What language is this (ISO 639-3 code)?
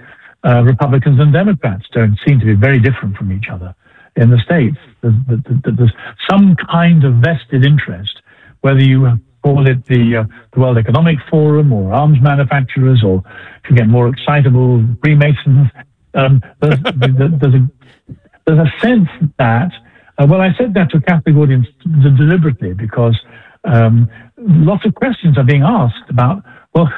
eng